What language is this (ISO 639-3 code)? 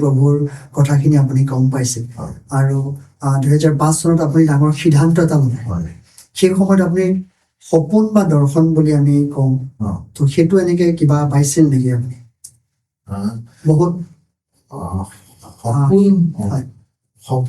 asm